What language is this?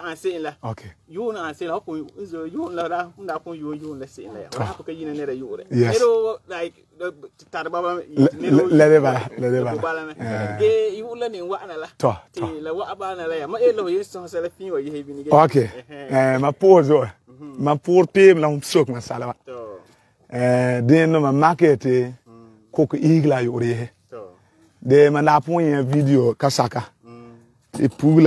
Frafra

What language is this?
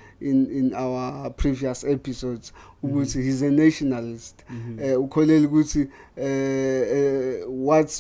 Zulu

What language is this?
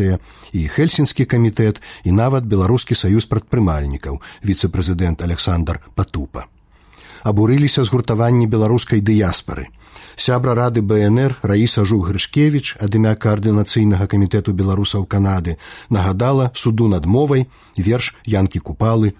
Belarusian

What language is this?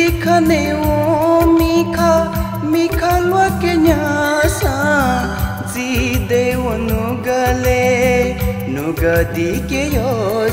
Newari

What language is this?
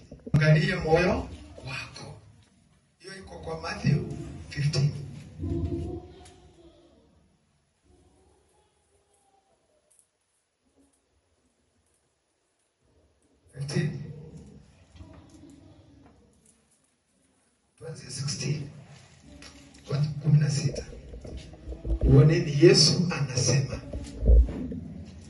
Swahili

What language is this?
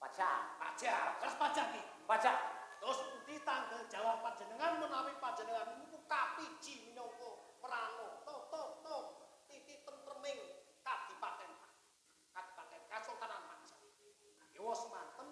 Javanese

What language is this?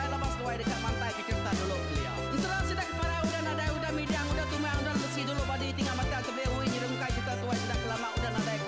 Iban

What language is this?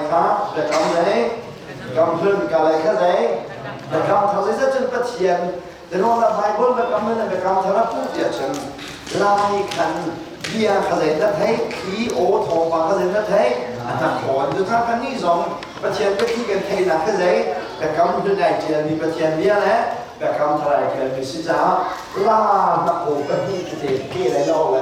Hakha Chin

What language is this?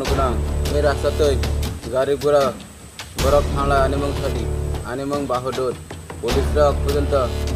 Kok Borok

